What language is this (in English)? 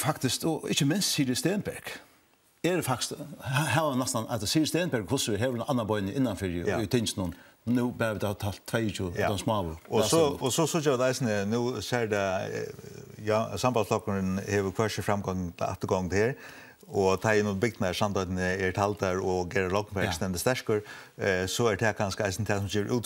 Faroese